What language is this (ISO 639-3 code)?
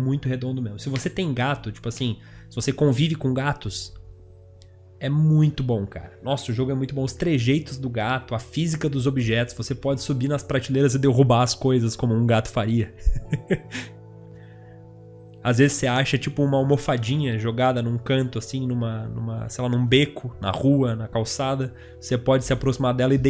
por